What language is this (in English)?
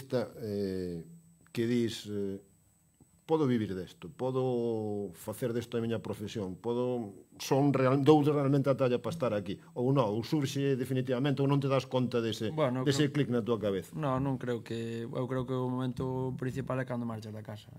Galician